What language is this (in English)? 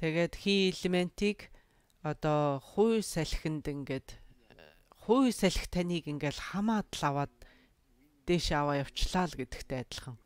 Mongolian